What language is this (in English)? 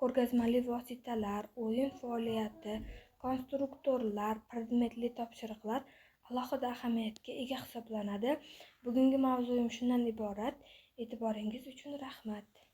Uzbek